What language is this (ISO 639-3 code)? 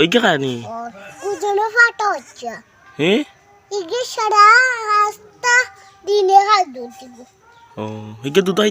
syl